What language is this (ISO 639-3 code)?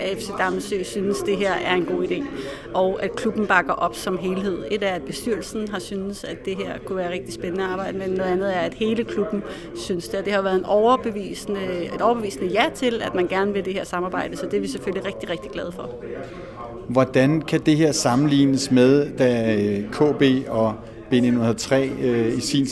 dan